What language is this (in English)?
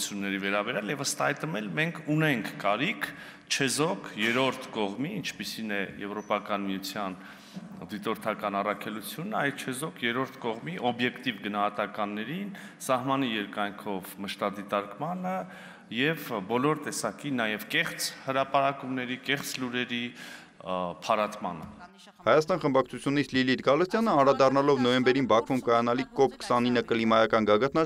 Armenian